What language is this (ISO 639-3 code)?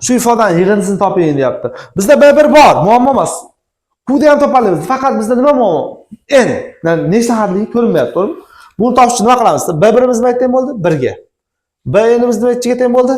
uzb